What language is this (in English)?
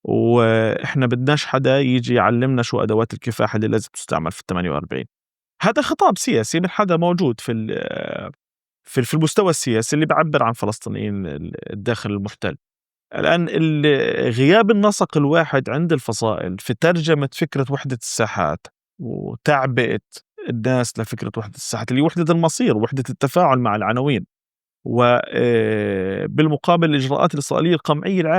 North Levantine Arabic